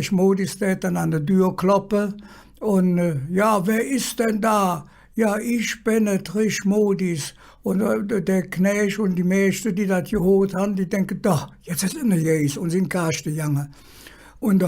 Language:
Colognian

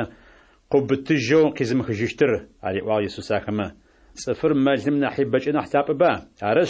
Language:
Adyghe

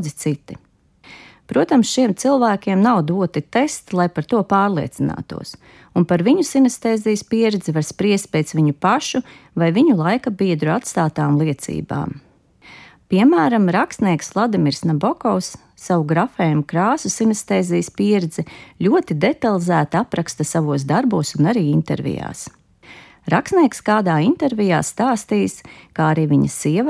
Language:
Latvian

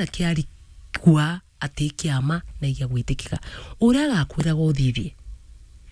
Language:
Meru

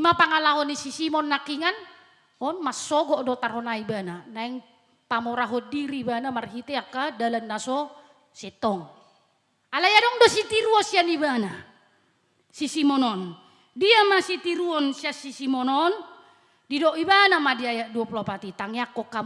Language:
Batak Toba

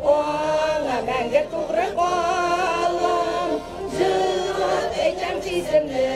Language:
Bashkir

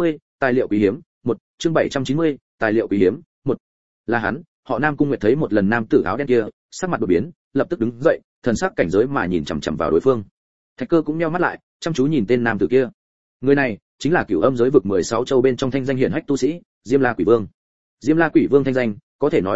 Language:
Vietnamese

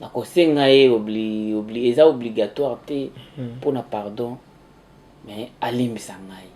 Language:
Lingala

